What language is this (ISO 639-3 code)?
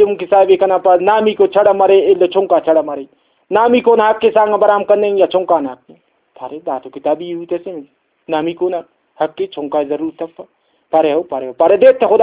brh